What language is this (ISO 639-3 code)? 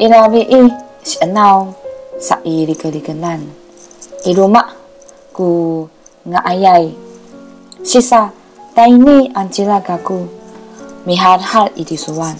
szy